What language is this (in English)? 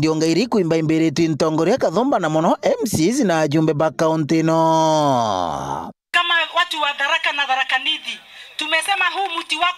Meru